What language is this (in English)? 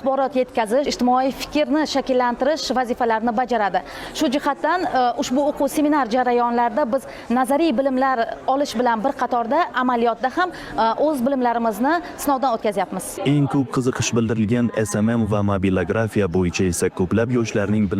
Uzbek